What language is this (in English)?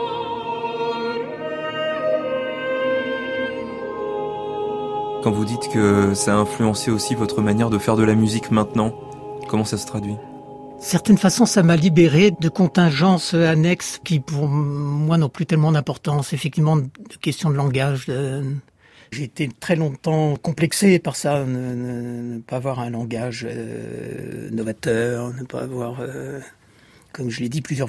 French